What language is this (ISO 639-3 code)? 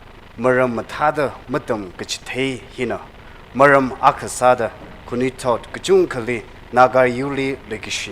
nmf